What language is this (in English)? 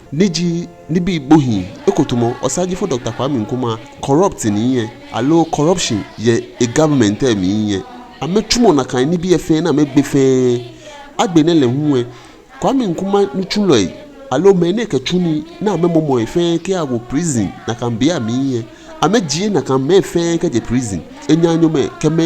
Ga